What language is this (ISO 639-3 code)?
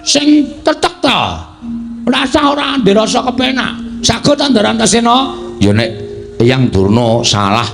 jav